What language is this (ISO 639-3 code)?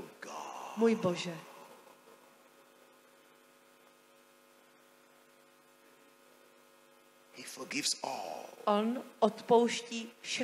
ces